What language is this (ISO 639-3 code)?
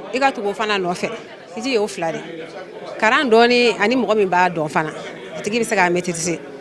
bam